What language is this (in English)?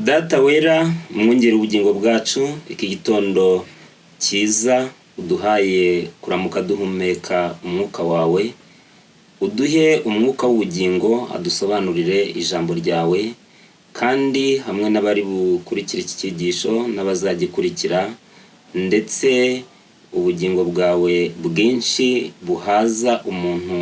Kinyarwanda